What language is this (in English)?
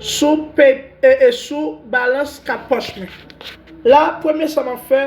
Haitian Creole